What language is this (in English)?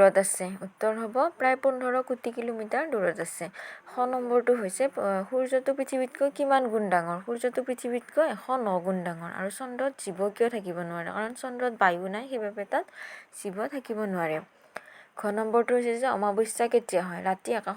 Assamese